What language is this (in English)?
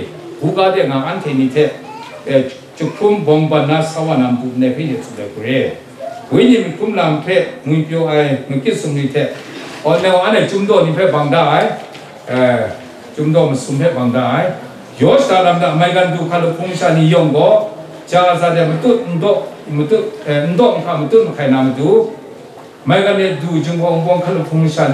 Kachin